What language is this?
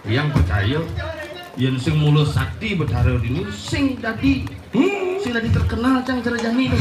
Balinese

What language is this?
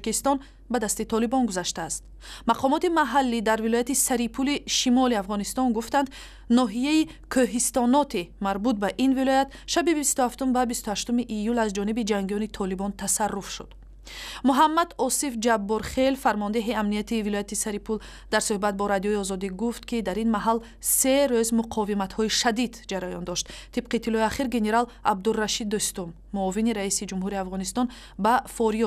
Tajik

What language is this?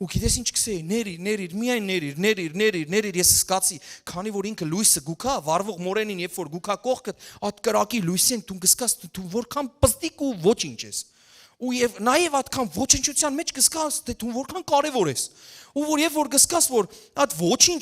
Western Armenian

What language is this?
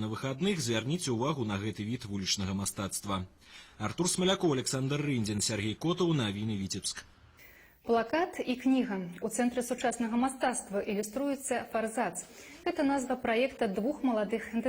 Belarusian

